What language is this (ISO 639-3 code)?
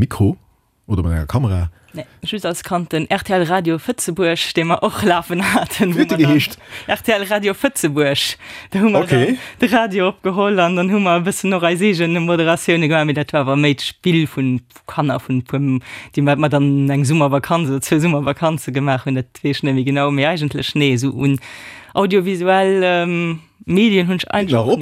ltz